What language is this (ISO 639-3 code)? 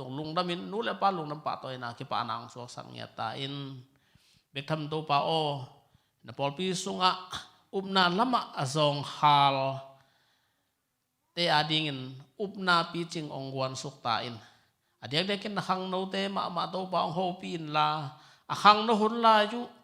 ctd